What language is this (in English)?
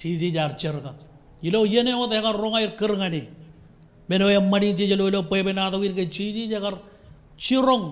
Marshallese